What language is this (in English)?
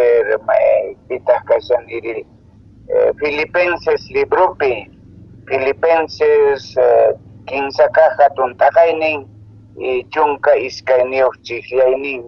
Quechua